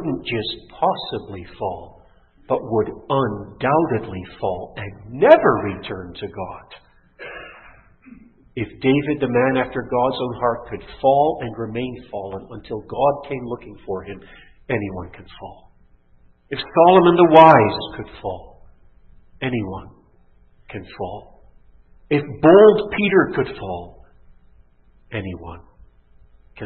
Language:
English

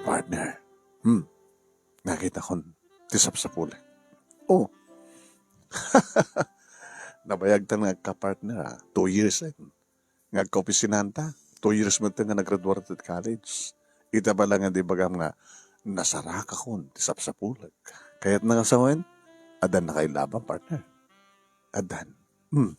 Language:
Iloko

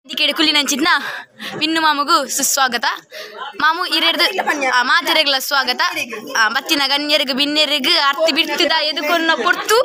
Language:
Tulu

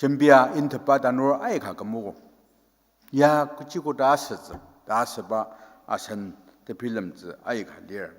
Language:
Ao Naga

